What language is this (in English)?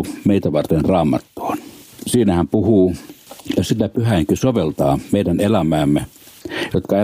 Finnish